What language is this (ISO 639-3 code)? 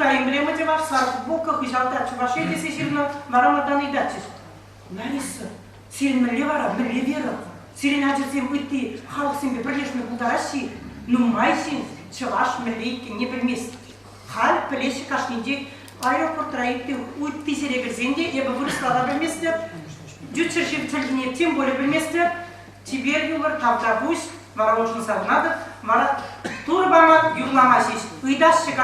chv